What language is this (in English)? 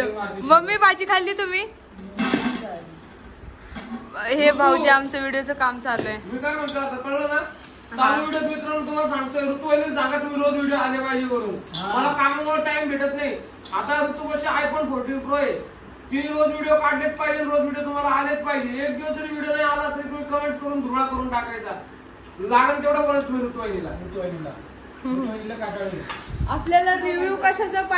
Marathi